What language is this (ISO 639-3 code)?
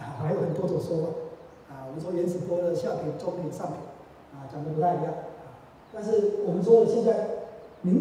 zho